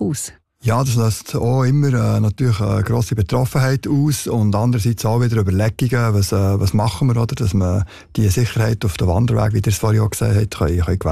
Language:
German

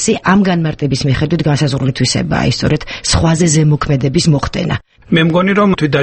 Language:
Georgian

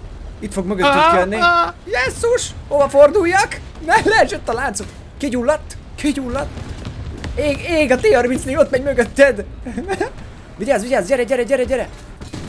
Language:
Hungarian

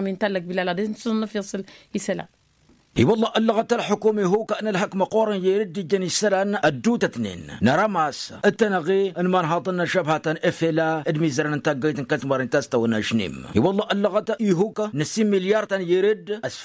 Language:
Tamasheq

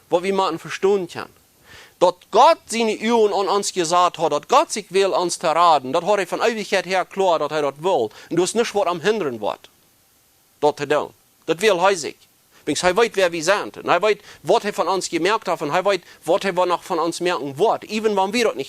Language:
Plautdietsch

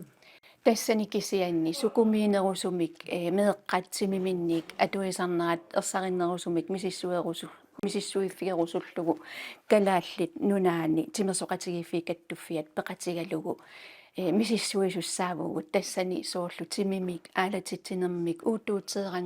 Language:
Kalaallisut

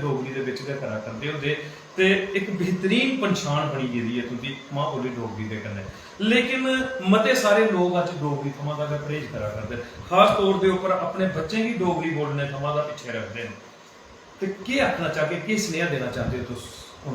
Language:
Dogri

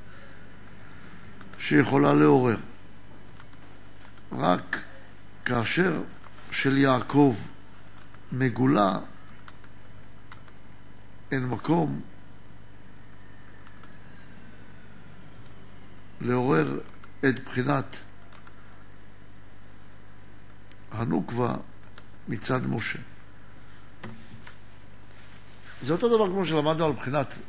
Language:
Hebrew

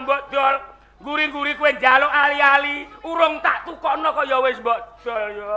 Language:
Javanese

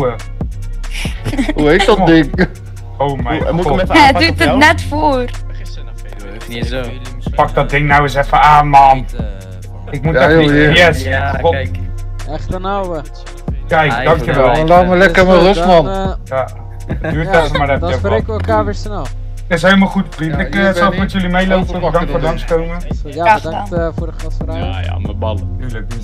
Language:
Dutch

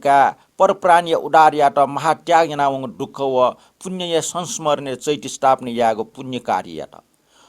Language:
Newari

